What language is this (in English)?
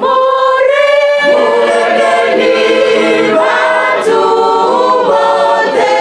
Venda